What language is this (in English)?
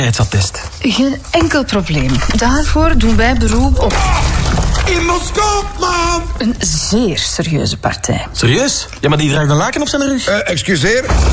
Dutch